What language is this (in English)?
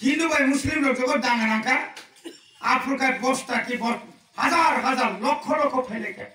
Kok Borok